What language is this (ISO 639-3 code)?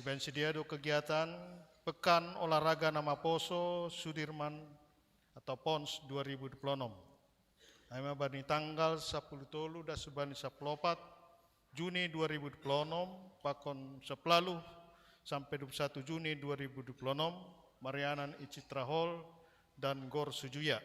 bts